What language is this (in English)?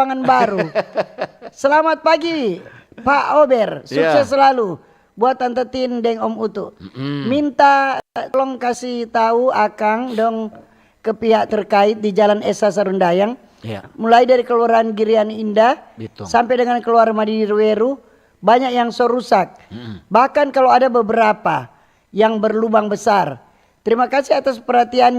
Manado Malay